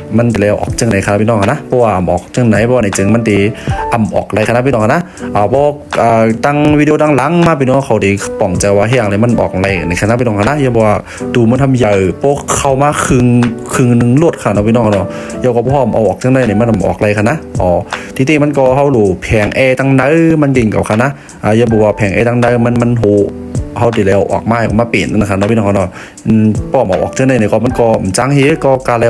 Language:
Shan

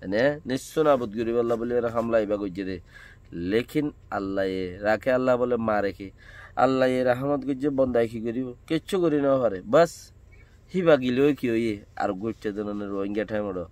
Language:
Rohingya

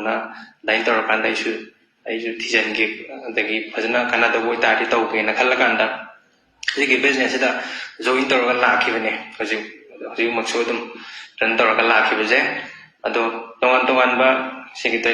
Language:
Manipuri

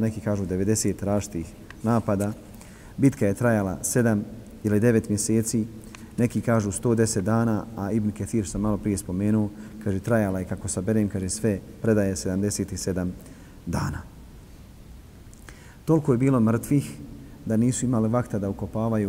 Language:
Bosnian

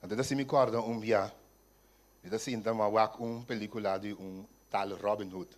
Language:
Papiamento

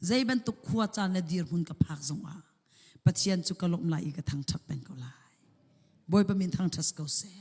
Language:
Hakha Chin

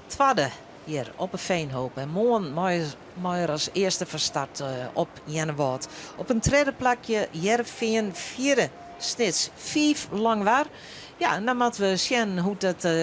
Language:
Western Frisian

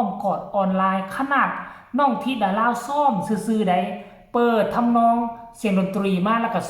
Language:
Northeastern Thai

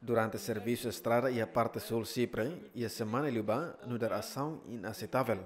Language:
Tetum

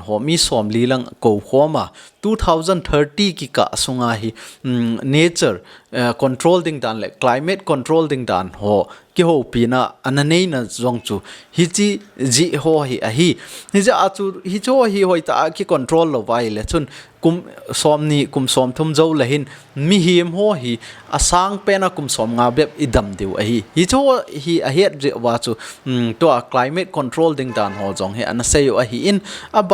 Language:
Thado Chin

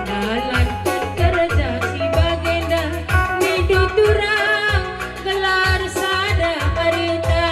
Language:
Batak Karo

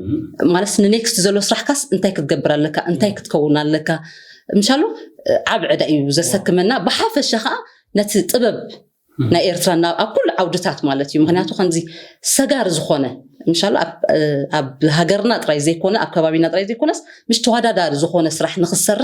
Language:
Tigrinya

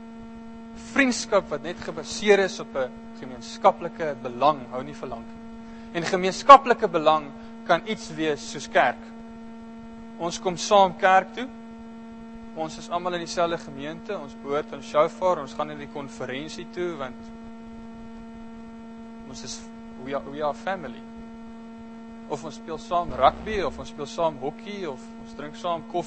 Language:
Afrikaans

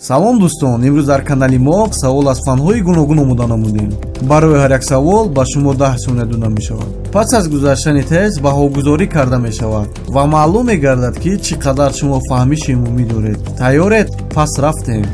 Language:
Tajik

